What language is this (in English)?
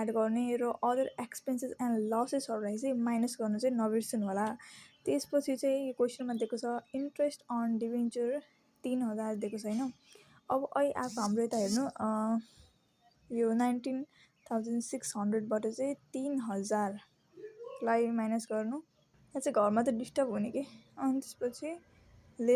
Nepali